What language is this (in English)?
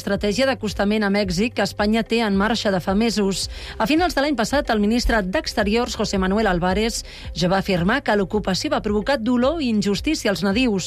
Catalan